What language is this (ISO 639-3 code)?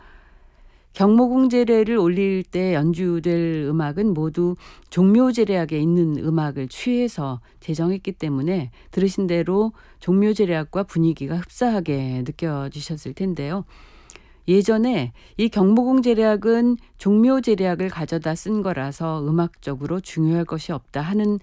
kor